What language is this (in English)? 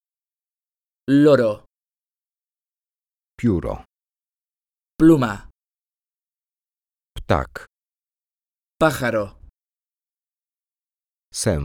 Polish